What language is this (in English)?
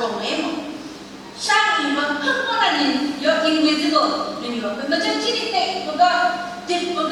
Phom Naga